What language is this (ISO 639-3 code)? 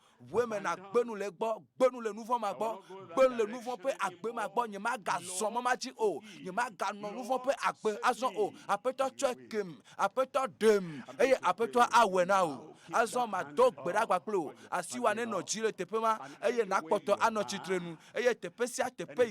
ewe